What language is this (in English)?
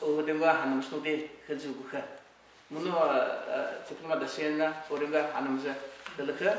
Buriat